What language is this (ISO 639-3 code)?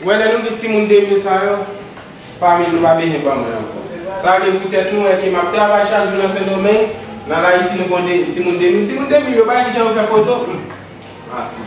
hat